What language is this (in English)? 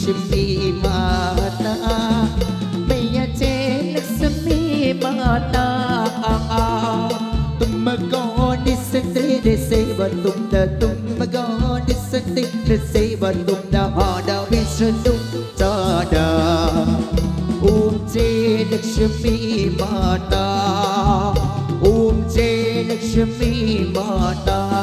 Thai